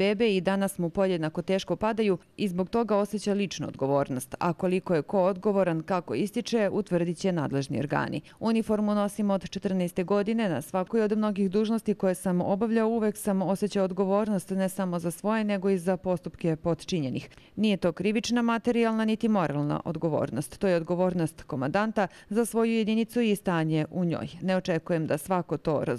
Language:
Serbian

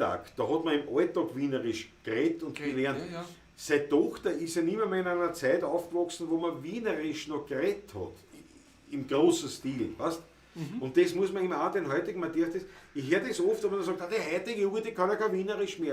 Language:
Bavarian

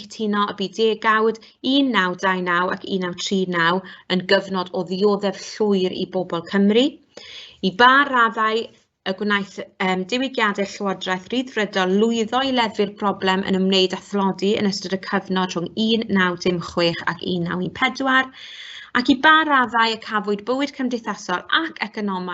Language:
Welsh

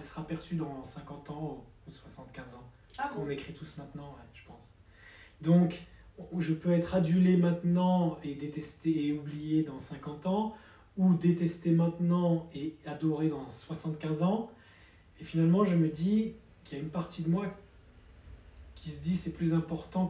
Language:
French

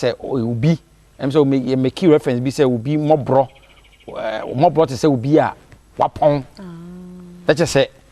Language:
Akan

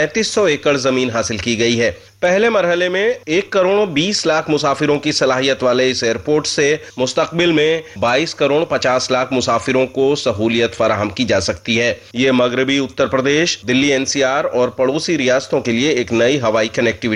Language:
Urdu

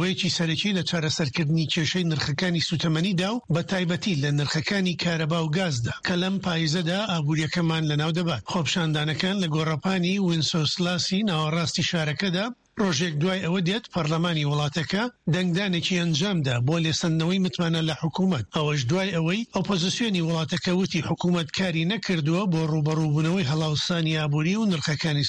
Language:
Central Kurdish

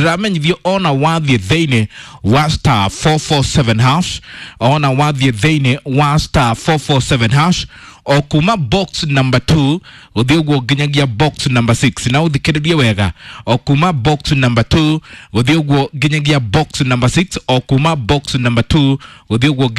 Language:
Kikuyu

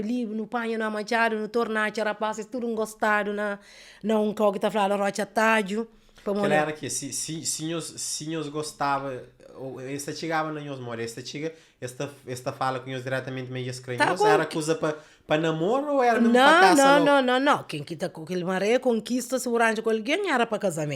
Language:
Kabuverdianu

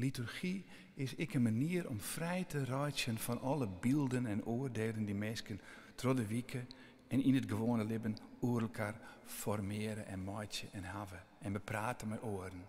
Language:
Western Frisian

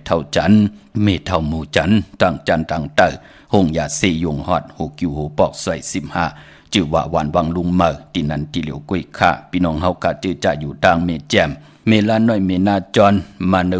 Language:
Shan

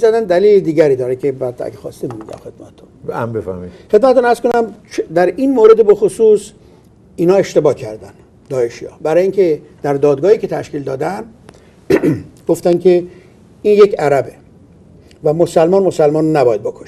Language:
Persian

